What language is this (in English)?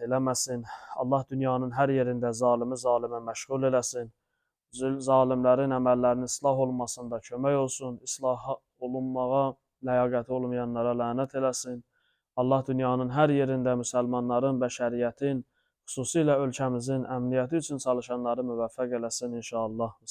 Azerbaijani